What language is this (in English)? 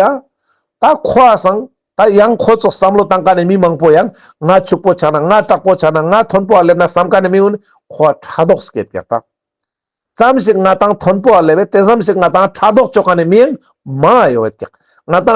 Ladakhi